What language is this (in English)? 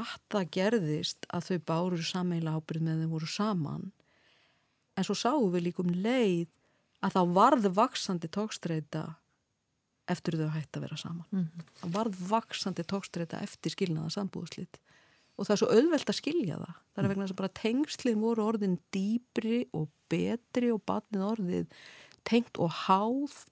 Icelandic